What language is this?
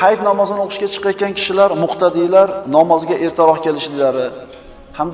Uzbek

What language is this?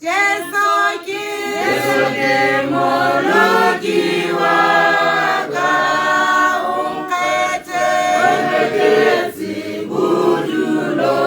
Tswana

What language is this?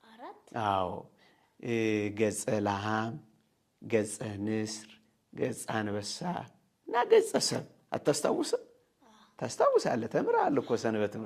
Amharic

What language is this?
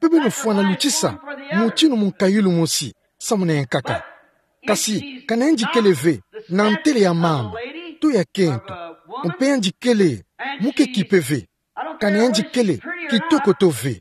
Kituba (Democratic Republic of Congo)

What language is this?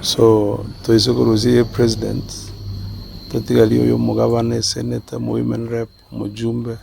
Gusii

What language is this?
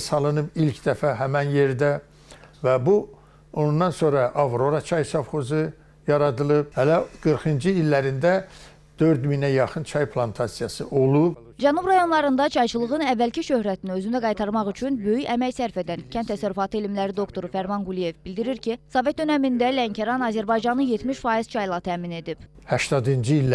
Azerbaijani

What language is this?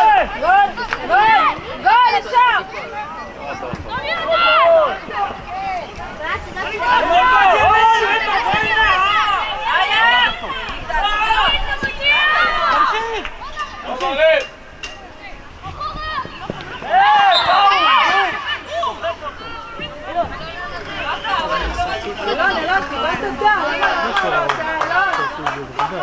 Hebrew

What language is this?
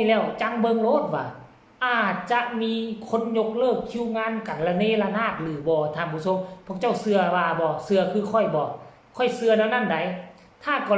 Northeastern Thai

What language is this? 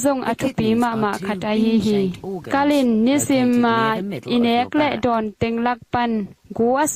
Tedim Chin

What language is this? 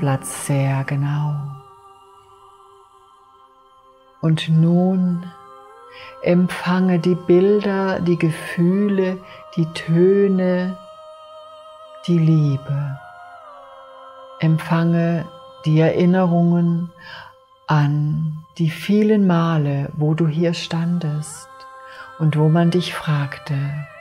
German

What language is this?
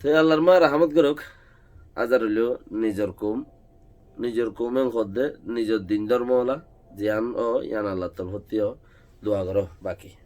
Rohingya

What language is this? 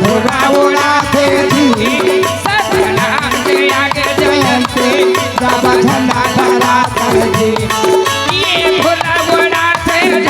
Chhattisgarhi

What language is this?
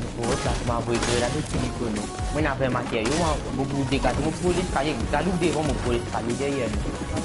Morisyen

